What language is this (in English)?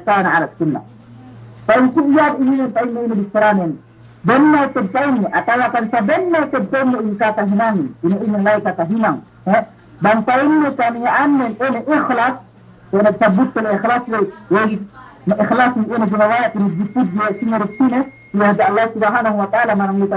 Yakan